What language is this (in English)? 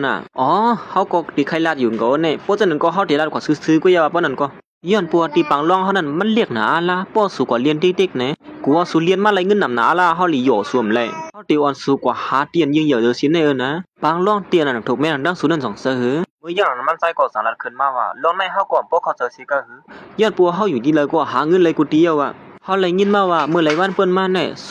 Shan